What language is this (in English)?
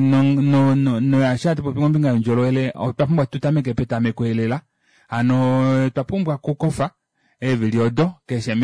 Kuanyama